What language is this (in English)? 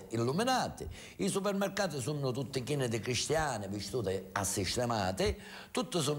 Sicilian